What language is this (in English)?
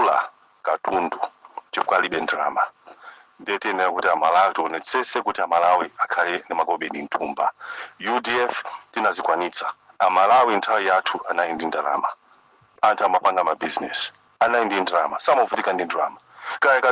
Nyanja